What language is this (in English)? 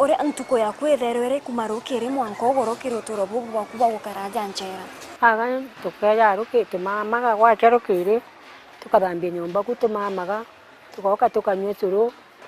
Meru